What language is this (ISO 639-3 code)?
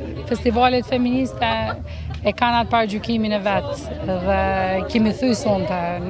sqi